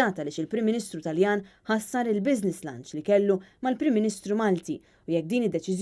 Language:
Maltese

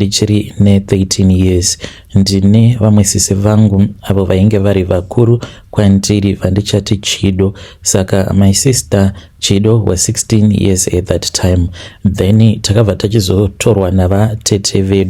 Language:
Shona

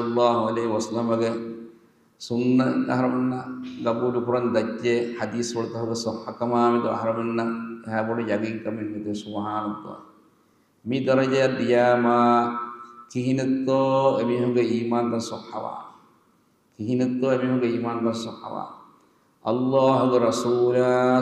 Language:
Divehi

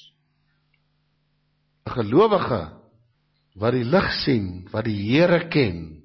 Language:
Afrikaans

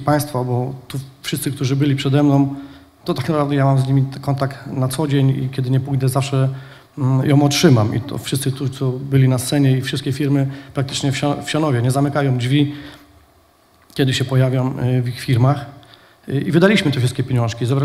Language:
Polish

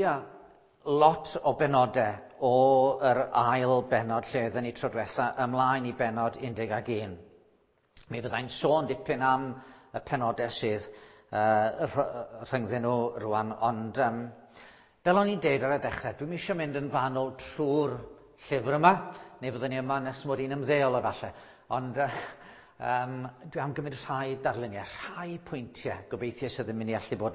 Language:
Welsh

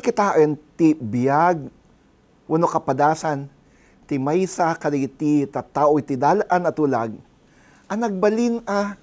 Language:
Iloko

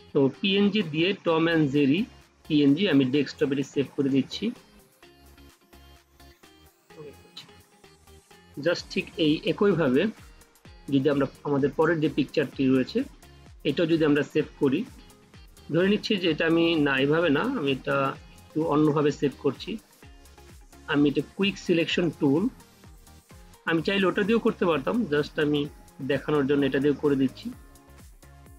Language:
Bangla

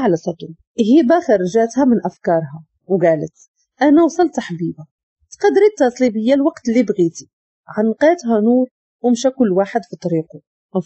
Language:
Moroccan Arabic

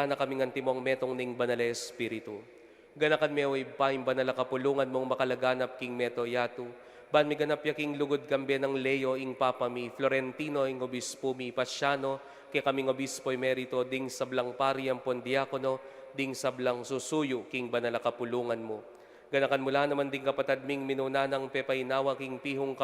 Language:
Pampanga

